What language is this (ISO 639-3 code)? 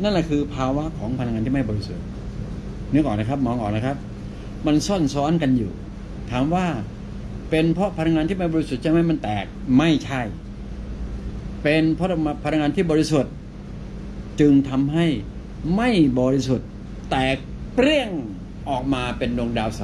tha